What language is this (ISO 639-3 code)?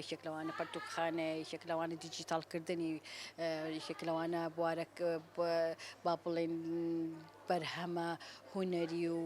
ckb